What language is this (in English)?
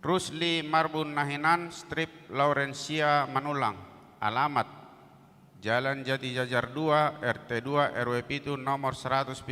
Batak Toba